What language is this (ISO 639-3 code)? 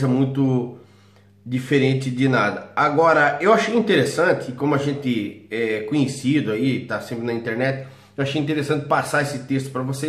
por